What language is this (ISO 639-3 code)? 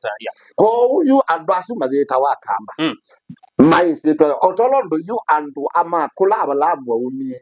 kam